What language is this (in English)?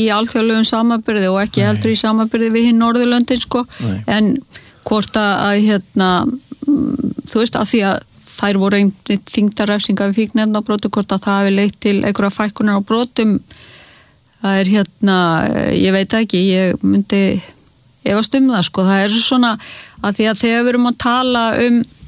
Icelandic